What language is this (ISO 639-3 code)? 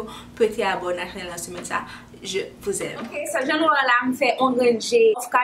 hat